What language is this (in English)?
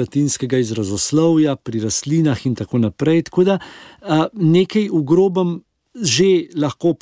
Slovenian